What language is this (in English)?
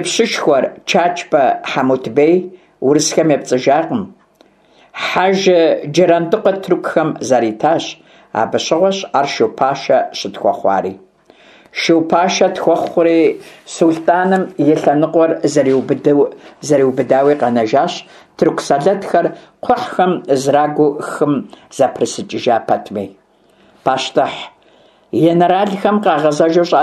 Kabardian